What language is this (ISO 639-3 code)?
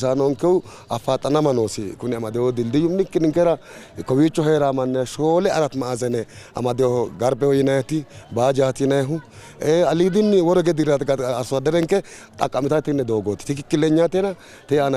sid